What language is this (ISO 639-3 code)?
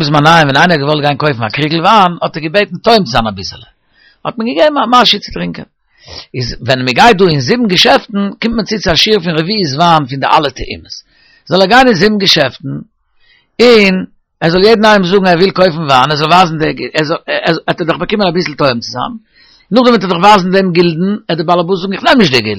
yid